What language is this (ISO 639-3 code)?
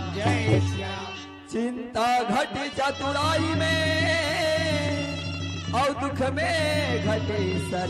hne